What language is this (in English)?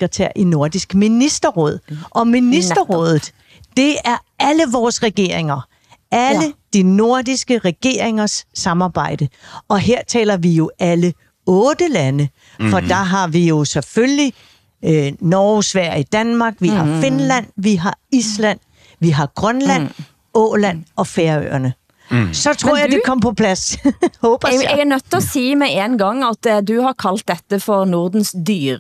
Danish